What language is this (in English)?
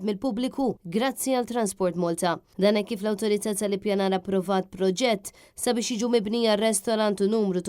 Maltese